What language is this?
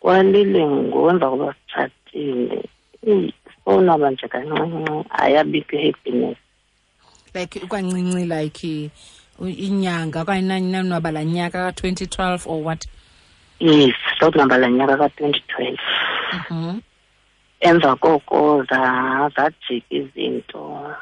Xhosa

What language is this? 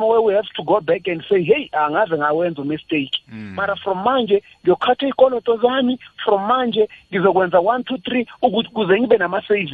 South Ndebele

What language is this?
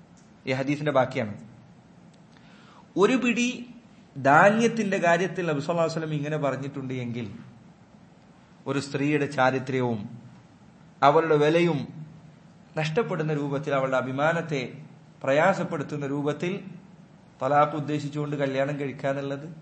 Malayalam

